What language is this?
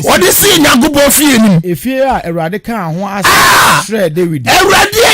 Akan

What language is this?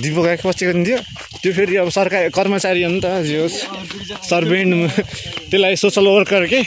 Nepali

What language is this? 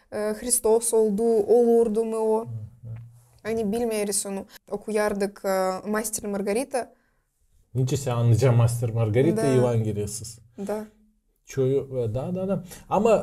Gagauz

